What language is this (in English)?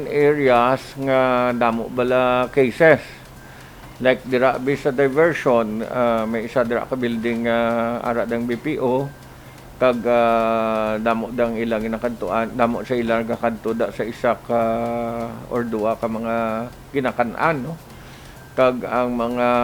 Hiligaynon